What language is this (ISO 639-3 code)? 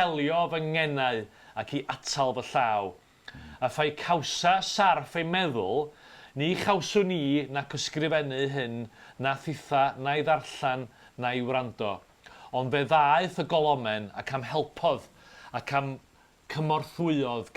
cym